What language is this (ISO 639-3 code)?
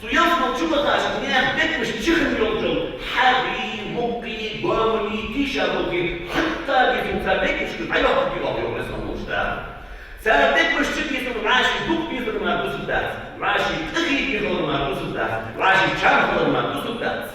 inh